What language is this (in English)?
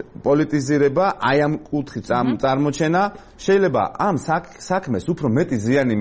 Georgian